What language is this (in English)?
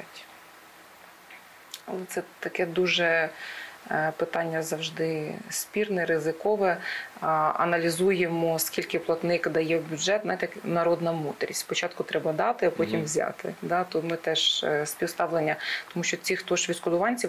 Ukrainian